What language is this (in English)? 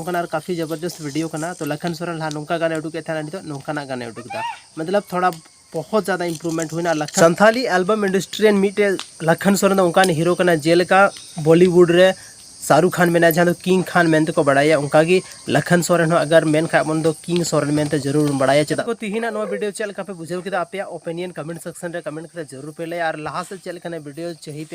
Santali